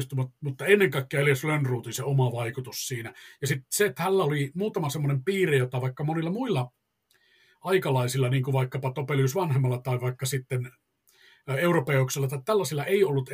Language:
Finnish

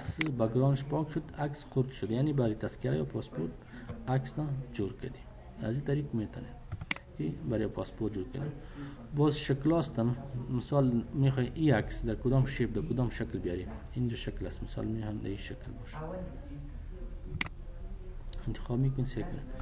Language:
Persian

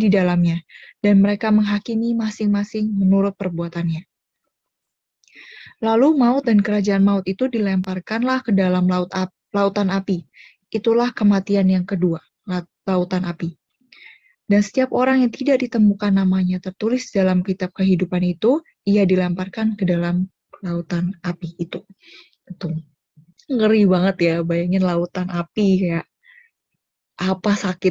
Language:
Indonesian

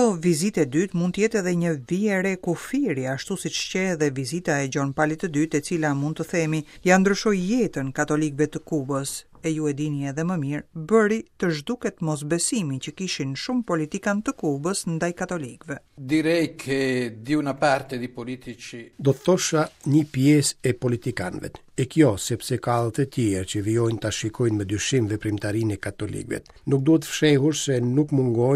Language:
Albanian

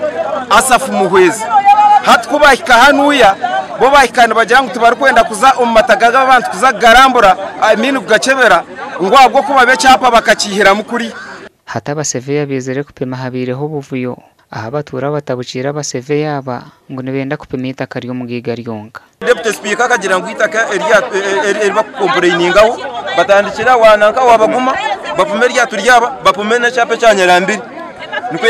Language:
Nyankole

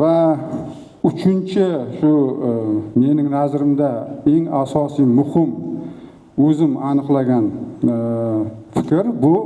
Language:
Uzbek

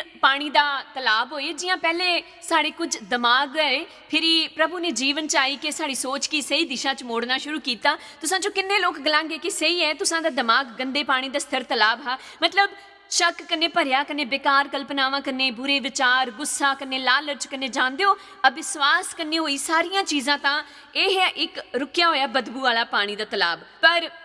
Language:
Dogri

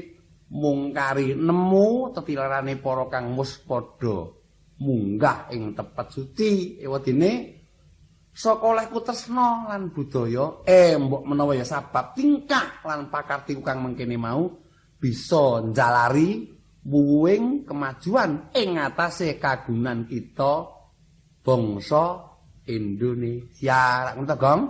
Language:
Javanese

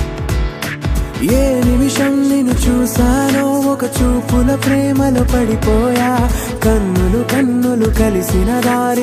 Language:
Telugu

